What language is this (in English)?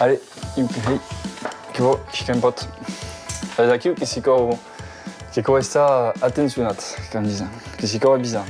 Occitan